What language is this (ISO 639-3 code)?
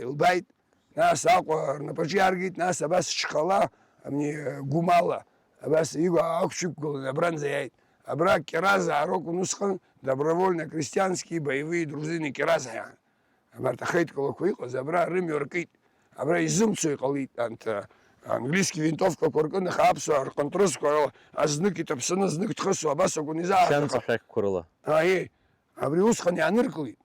abk